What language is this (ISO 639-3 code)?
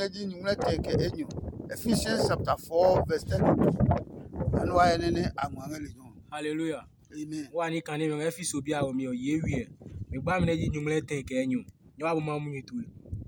ada